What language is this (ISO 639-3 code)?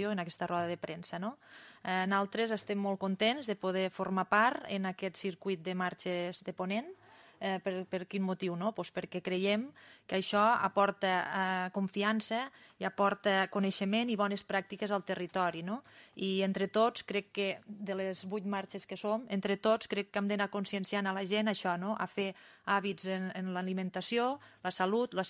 cat